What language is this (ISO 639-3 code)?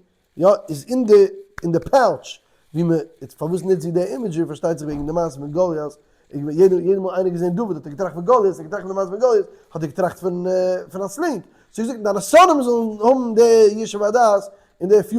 yid